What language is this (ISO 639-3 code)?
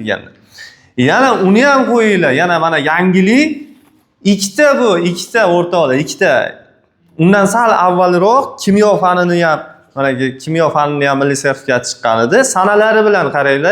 uzb